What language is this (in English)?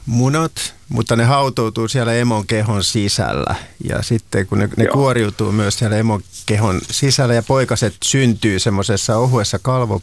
Finnish